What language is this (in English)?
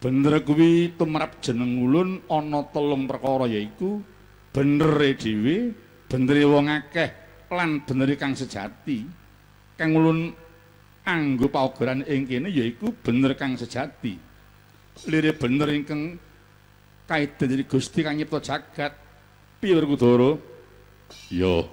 Javanese